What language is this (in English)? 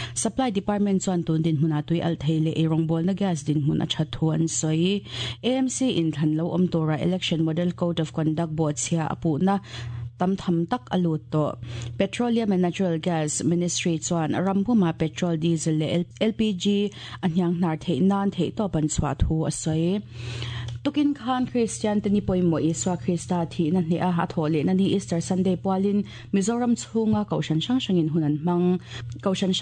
Mizo